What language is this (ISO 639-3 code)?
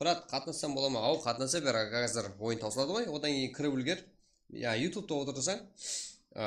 kaa